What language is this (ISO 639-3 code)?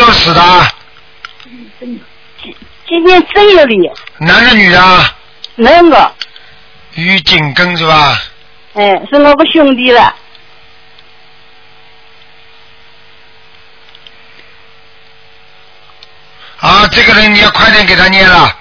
zho